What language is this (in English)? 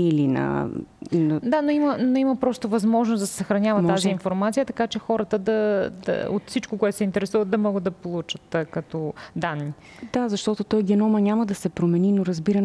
Bulgarian